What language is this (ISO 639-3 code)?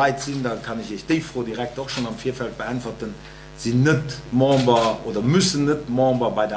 ltz